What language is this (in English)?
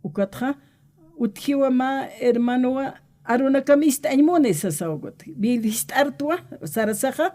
Aymara